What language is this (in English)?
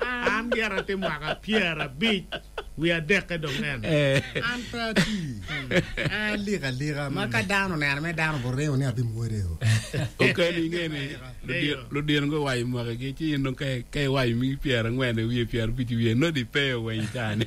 Acoli